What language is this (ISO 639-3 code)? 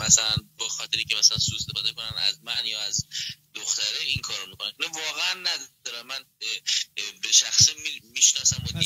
fas